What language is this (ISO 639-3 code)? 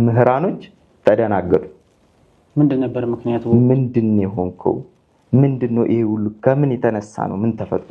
amh